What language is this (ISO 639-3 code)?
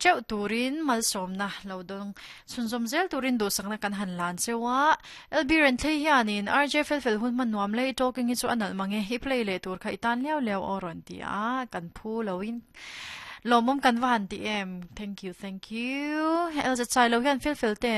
lus